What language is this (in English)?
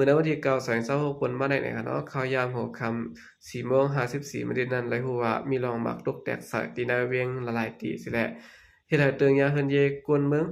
Shan